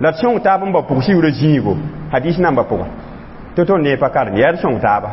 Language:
Mossi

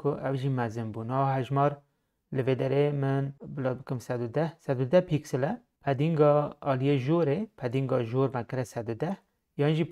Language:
Kurdish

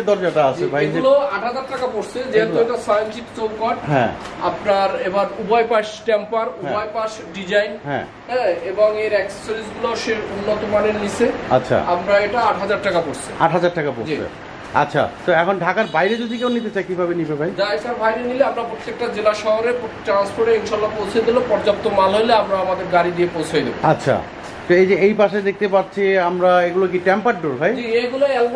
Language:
Bangla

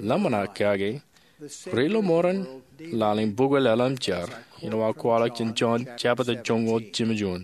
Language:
Marshallese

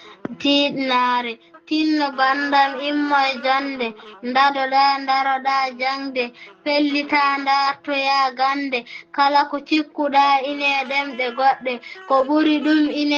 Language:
Fula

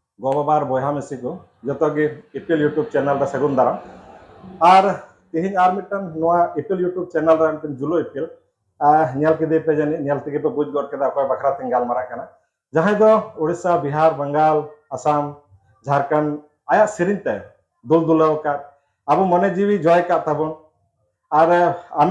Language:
Santali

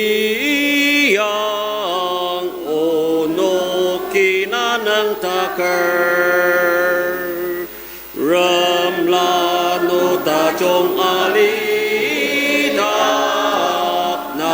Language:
Ao Naga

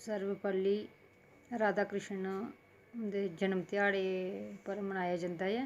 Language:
Dogri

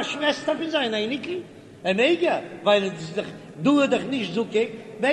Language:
Yiddish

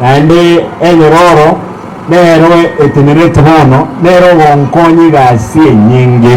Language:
Gusii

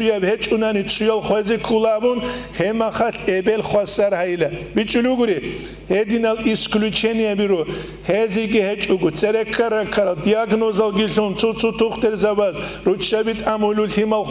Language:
Avaric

